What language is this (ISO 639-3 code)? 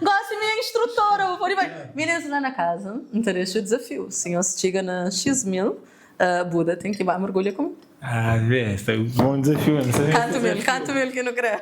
kea